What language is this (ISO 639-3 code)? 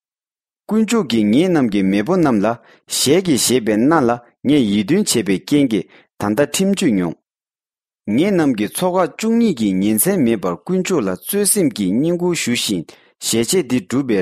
bod